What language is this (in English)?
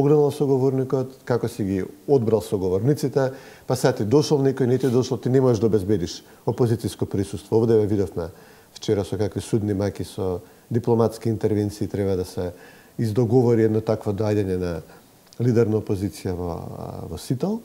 Macedonian